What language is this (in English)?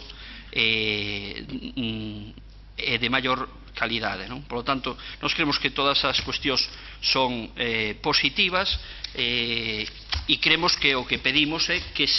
Galician